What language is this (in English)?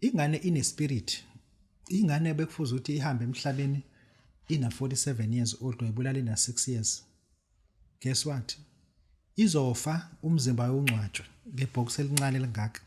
Zulu